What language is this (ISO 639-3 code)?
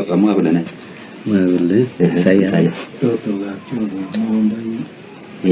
kln